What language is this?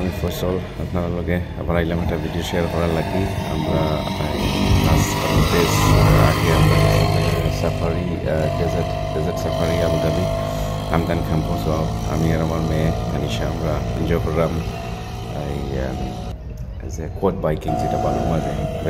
Sylheti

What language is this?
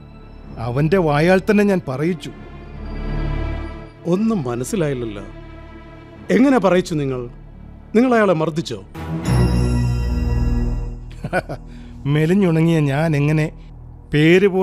Malayalam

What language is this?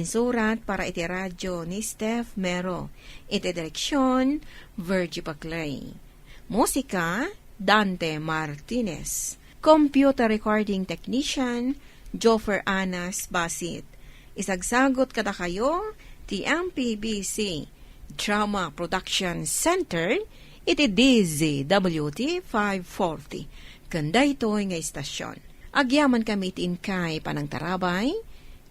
Iloko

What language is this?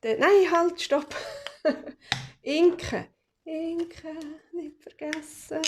Swiss German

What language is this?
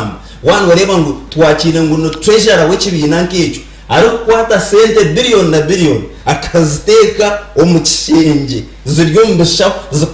Nyankole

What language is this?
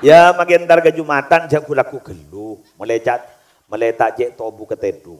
Madurese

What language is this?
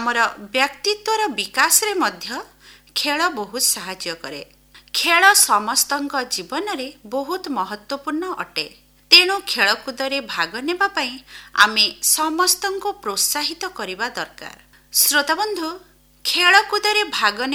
Odia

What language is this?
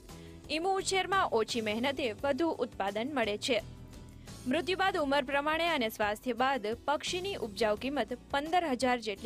Gujarati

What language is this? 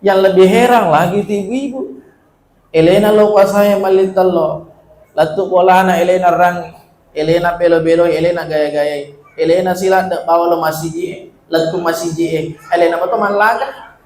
Buginese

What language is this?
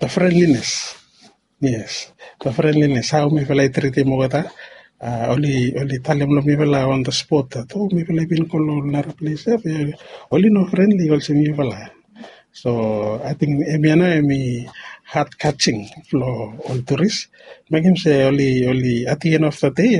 Bislama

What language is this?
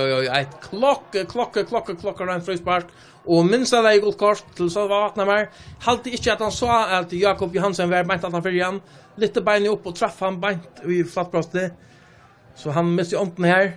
Faroese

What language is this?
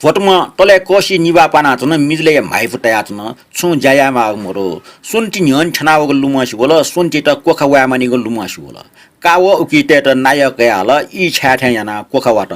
Newari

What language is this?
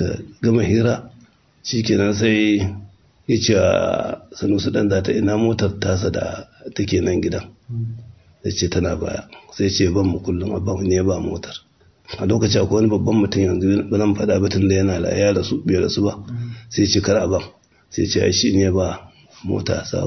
Hausa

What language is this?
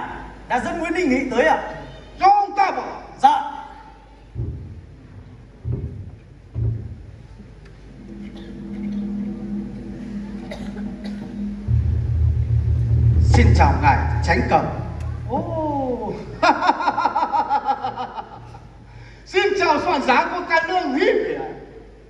Vietnamese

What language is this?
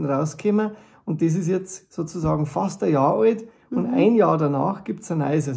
Bavarian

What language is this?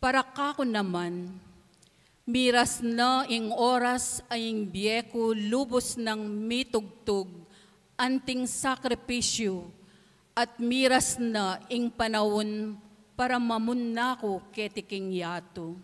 Pampanga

